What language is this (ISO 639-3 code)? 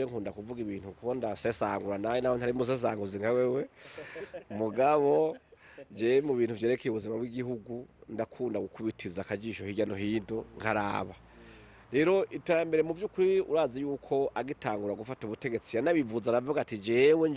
run